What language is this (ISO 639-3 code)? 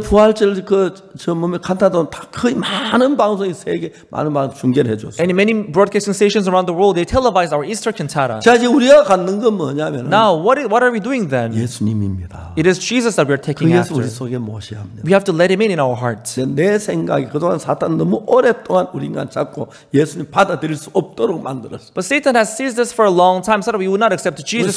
kor